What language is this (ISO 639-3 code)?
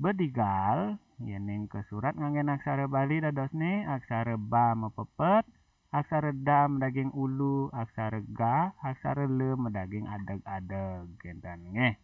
ban